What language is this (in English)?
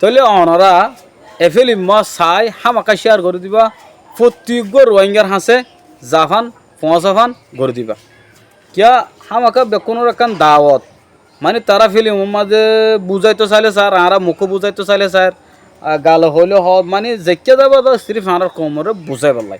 Rohingya